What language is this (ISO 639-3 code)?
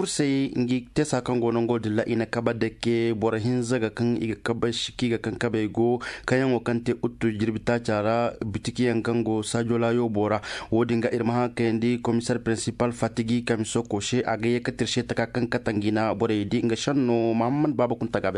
ses